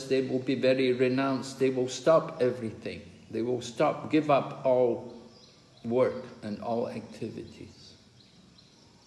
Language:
English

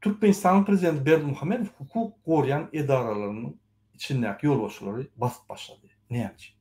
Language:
Turkmen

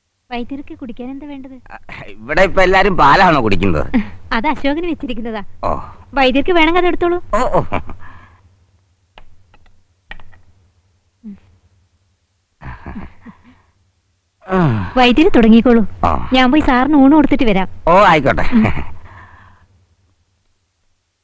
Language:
Malayalam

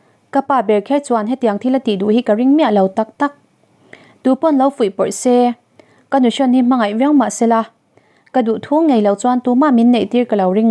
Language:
Mizo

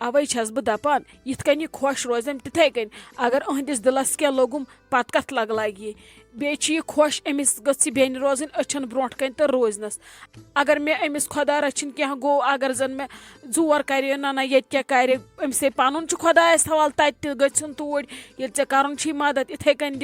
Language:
Kashmiri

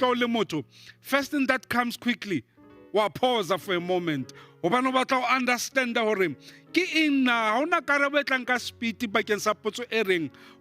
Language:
Southern Sotho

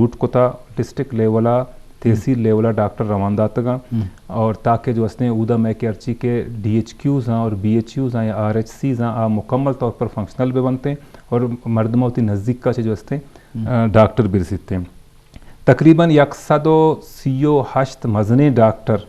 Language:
Eastern Balochi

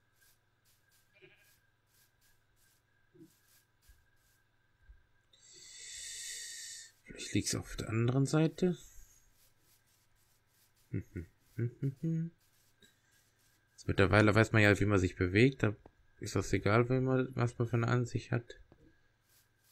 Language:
German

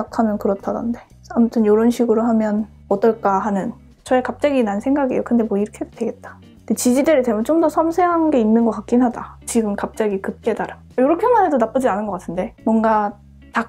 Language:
Korean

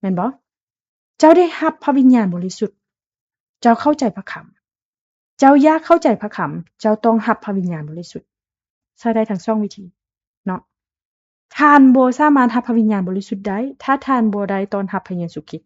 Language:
Lao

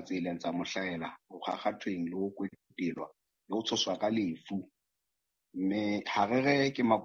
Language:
Southern Sotho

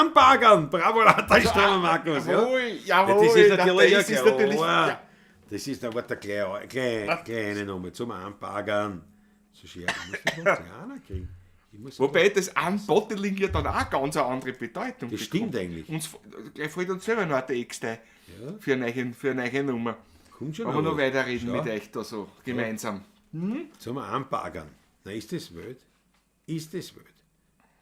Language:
Bavarian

